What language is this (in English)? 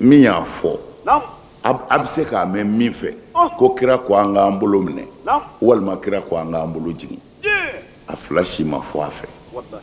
Bambara